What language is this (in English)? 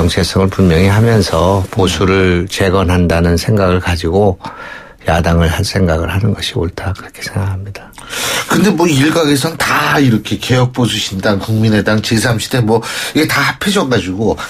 Korean